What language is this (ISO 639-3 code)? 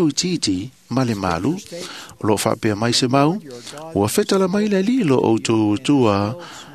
smo